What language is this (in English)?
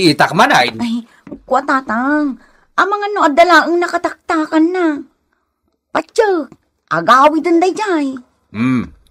Iloko